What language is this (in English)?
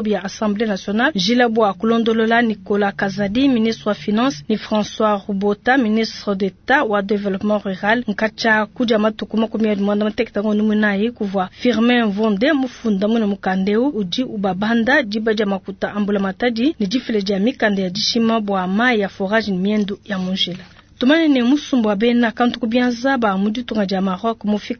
Luba-Lulua